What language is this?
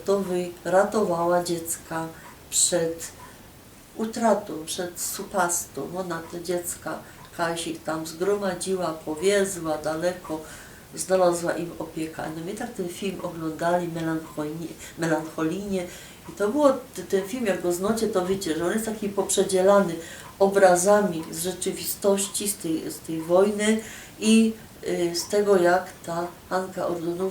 Silesian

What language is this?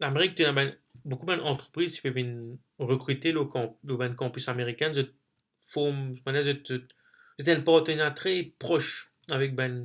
Morisyen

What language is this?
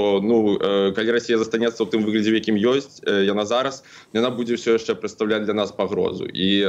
Belarusian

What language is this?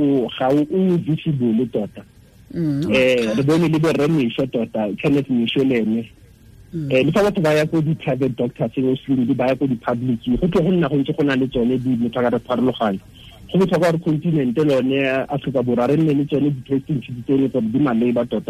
Tswana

